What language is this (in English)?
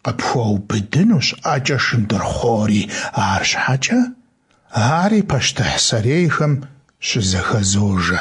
Kabardian